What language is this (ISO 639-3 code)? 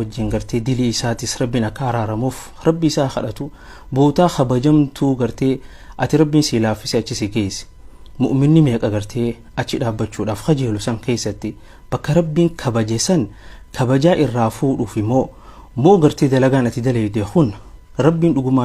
orm